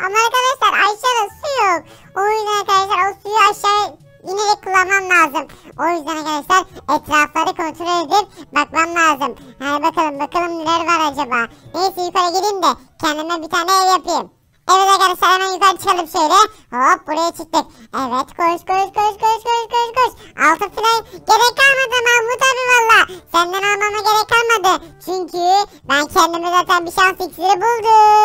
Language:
Turkish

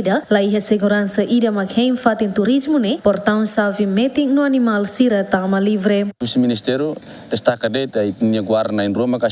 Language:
Tetum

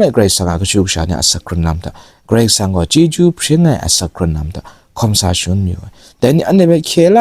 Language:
Kachin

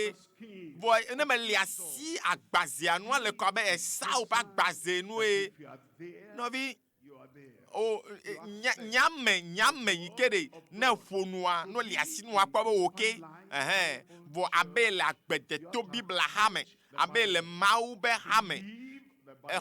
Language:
Ewe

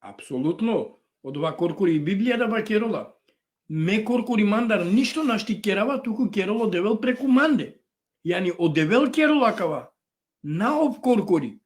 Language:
Balkan Romani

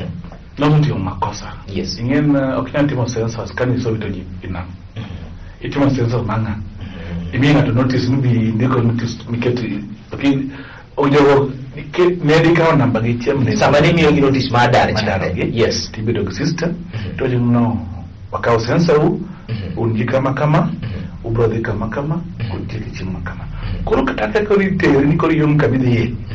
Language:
Luo (Kenya and Tanzania)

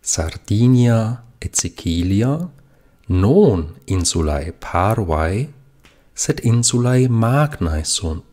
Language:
Latin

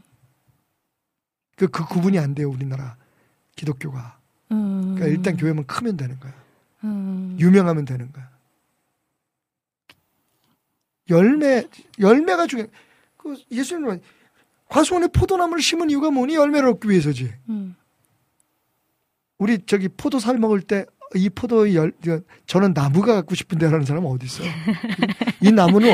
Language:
Korean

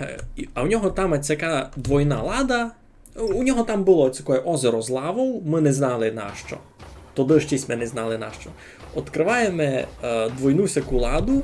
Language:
Rusyn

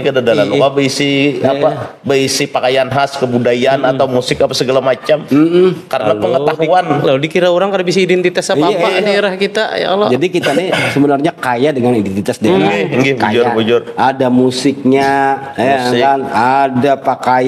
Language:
Banjar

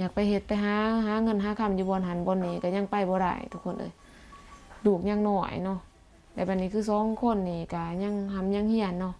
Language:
Lao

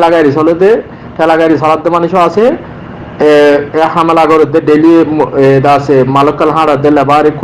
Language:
Rohingya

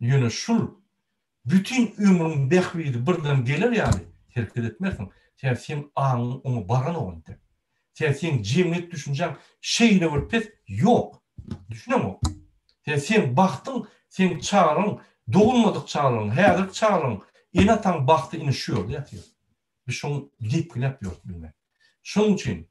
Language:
Turkmen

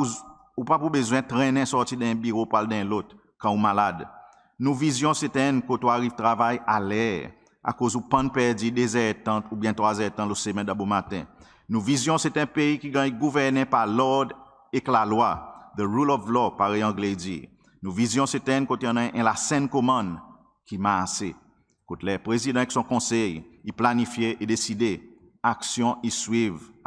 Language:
Seselwa Creole French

